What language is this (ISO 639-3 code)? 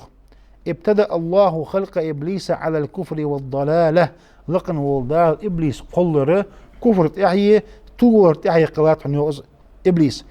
inh